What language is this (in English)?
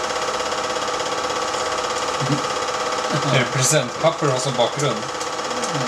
Swedish